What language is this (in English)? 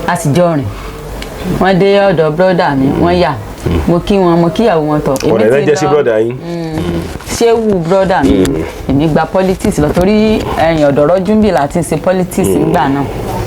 Yoruba